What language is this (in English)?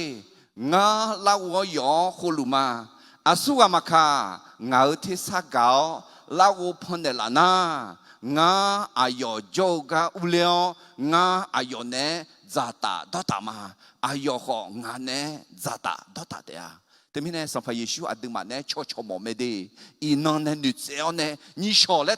Akha